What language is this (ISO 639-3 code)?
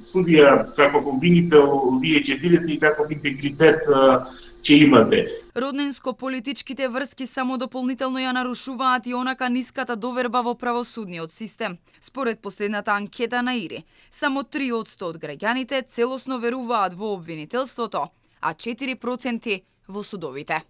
mkd